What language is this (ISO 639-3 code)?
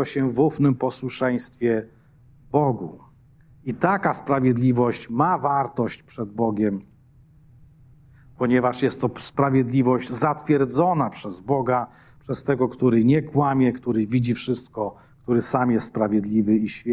pol